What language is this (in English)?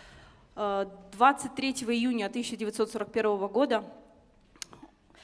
Russian